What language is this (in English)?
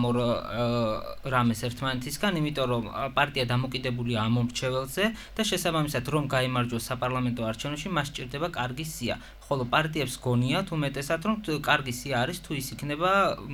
Georgian